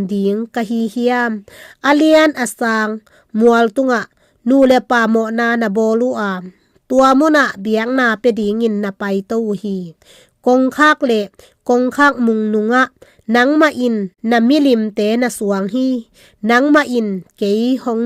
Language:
Tedim Chin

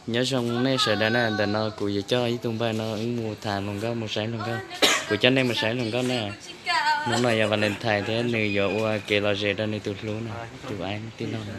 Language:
Hmong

